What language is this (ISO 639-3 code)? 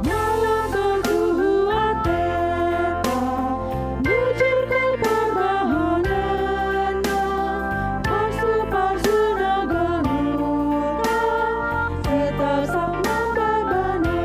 btx